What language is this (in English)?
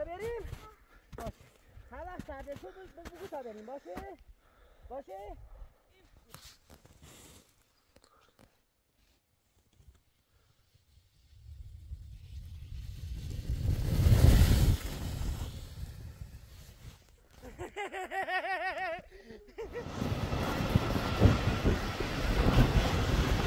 Persian